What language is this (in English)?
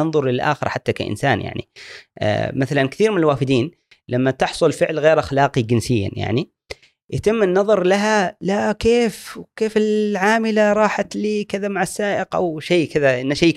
Gulf Arabic